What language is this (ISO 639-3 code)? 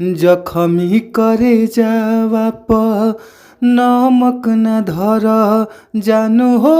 bho